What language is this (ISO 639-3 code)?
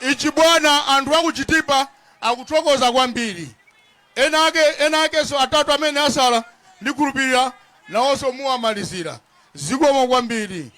nya